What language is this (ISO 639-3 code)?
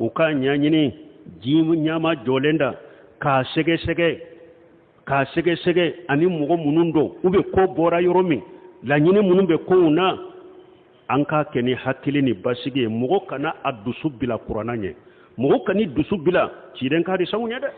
bam